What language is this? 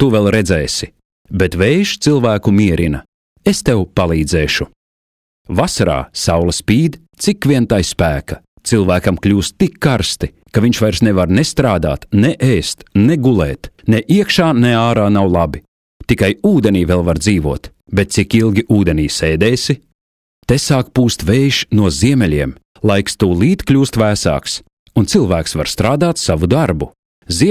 Latvian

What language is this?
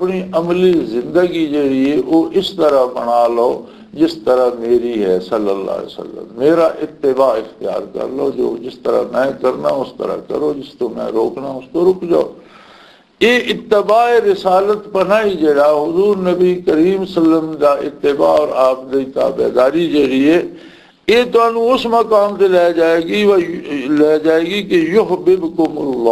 Western Panjabi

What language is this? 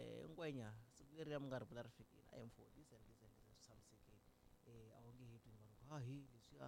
Tsonga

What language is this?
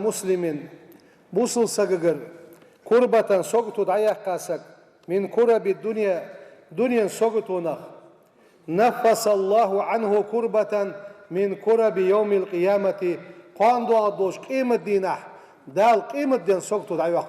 Ingush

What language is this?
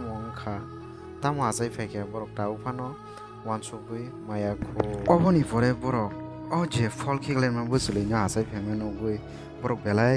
Kok Borok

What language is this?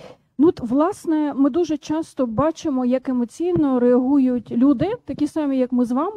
Ukrainian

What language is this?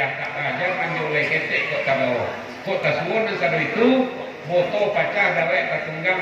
Minangkabau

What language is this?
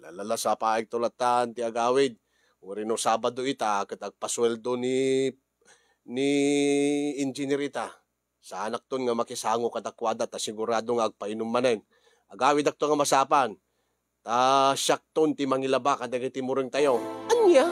Iloko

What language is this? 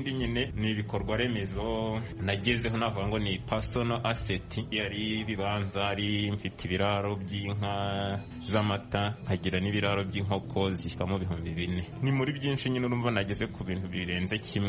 Kinyarwanda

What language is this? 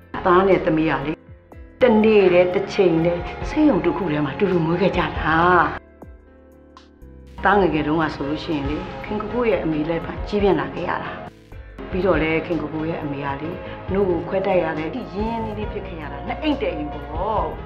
Burmese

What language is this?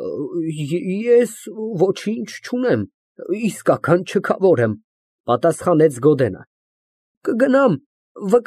Armenian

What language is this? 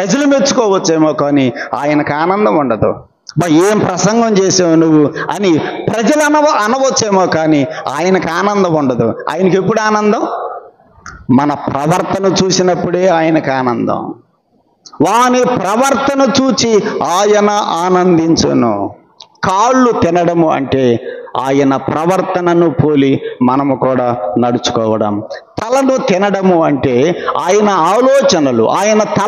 Telugu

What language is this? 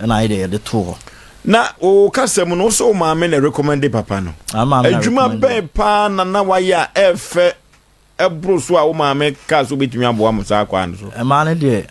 Akan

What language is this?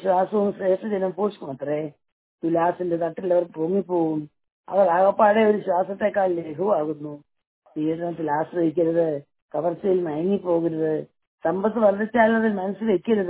Malayalam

